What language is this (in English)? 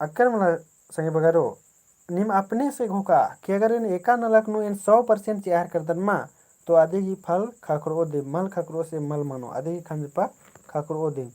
Kurukh